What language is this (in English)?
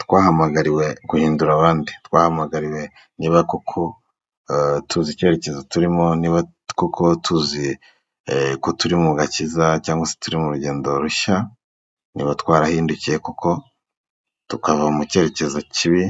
Kinyarwanda